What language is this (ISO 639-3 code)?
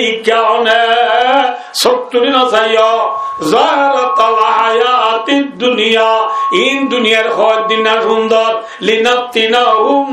rhg